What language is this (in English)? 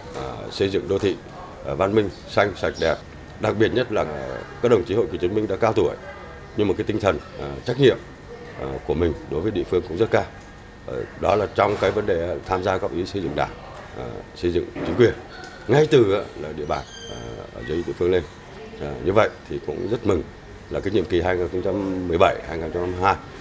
Vietnamese